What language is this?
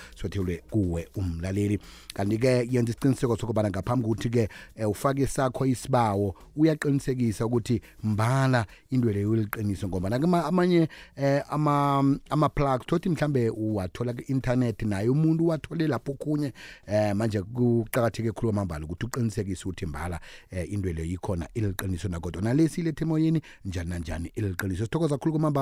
South Ndebele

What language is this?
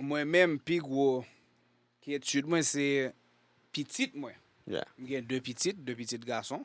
Haitian Creole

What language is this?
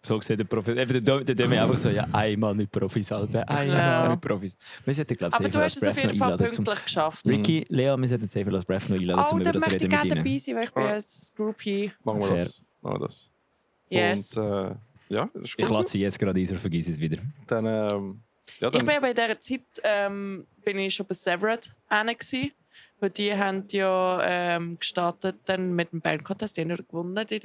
Swiss German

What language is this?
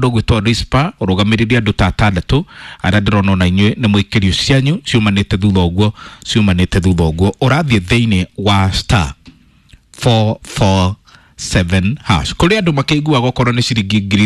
Kikuyu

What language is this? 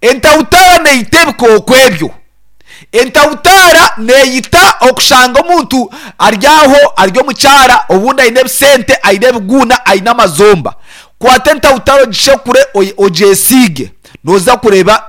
Nyankole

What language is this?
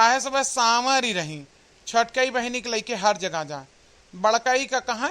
Awadhi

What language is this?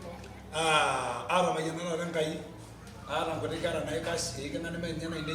Masai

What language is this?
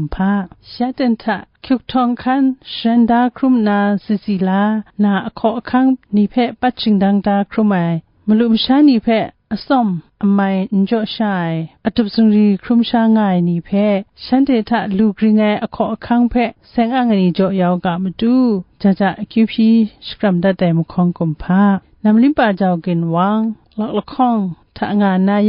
Kachin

